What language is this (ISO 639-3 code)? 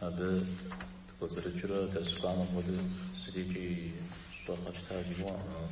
kbd